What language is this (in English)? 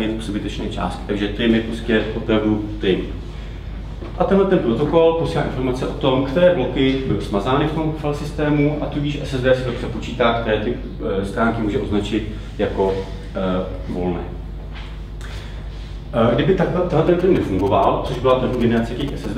Czech